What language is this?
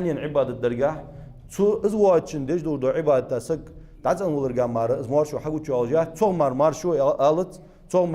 Ingush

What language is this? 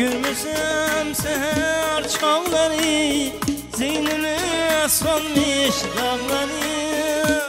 Kara-Kalpak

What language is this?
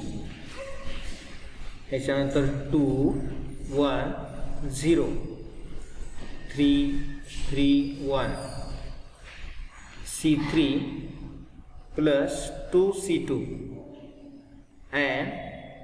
Marathi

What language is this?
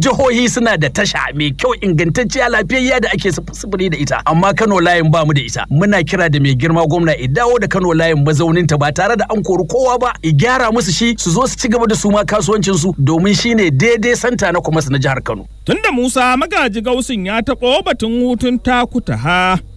Hausa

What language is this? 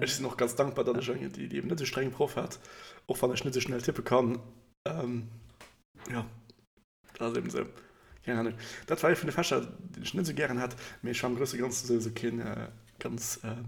Luxembourgish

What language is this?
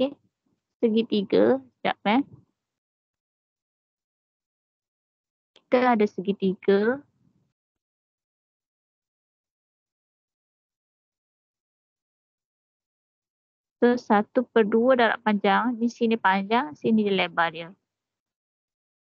Malay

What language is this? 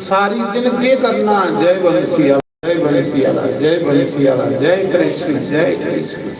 Dogri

